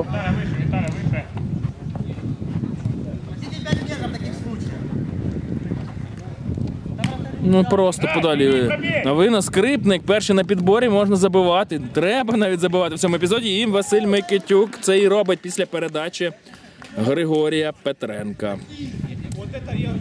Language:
Ukrainian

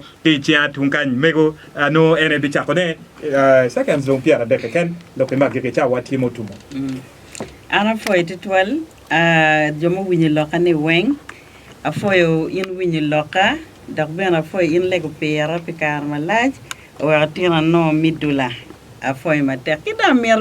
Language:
Acoli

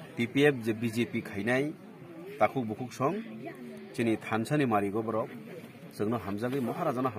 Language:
Kok Borok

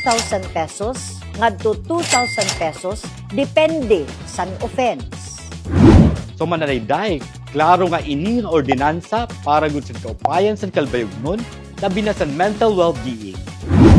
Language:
Waray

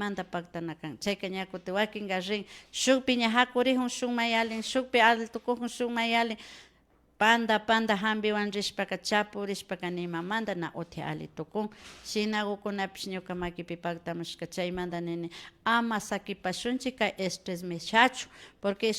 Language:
Imbabura Highland Quichua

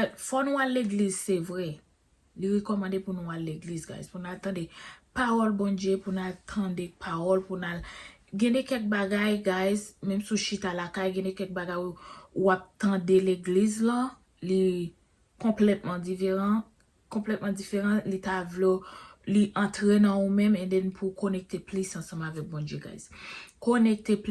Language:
Haitian Creole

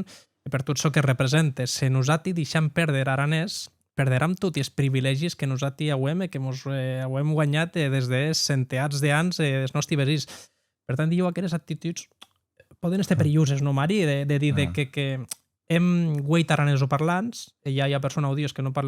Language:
Occitan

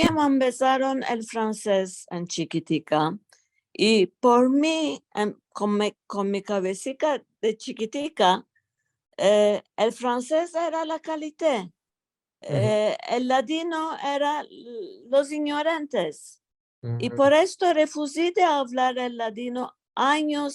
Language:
Ladino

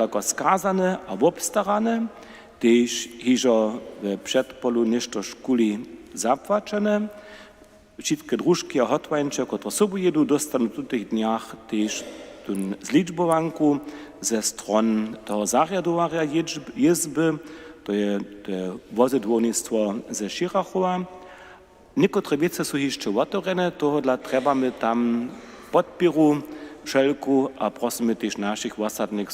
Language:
Upper Sorbian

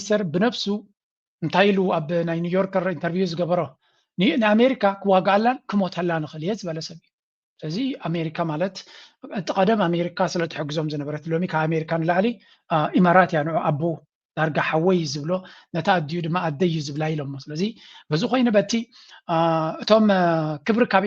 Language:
Tigrinya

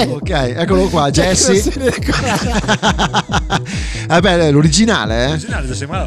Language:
Italian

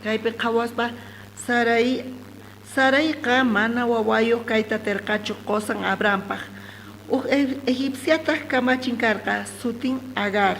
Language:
South Bolivian Quechua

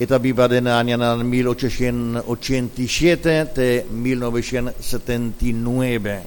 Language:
Papiamento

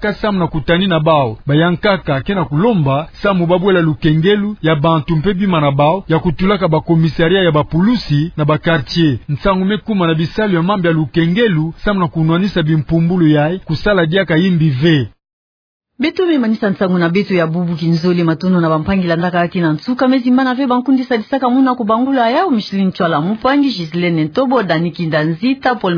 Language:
Kituba (Democratic Republic of Congo)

